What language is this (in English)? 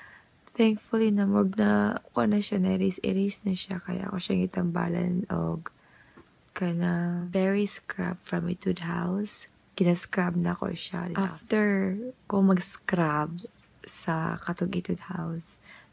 Cebuano